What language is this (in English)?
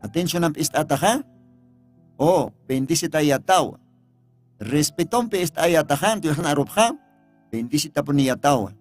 Aymara